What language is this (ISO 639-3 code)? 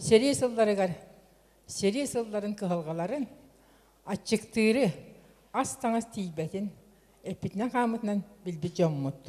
sah